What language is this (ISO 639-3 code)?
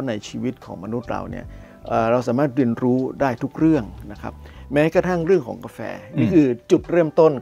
tha